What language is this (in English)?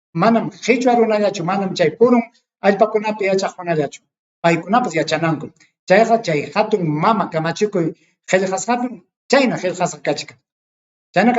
Ayacucho Quechua